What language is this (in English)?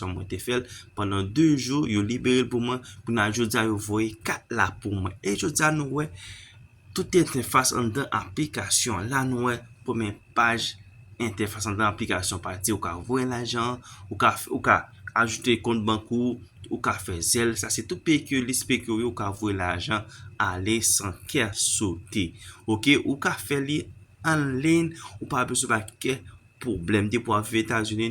Haitian Creole